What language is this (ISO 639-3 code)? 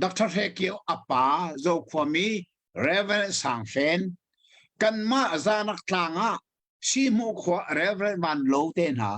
cnh